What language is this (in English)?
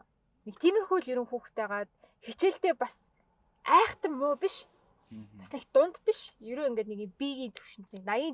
Mongolian